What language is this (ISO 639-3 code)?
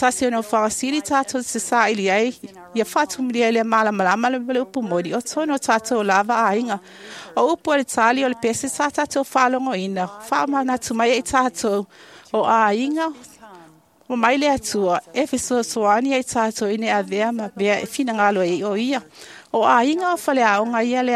smo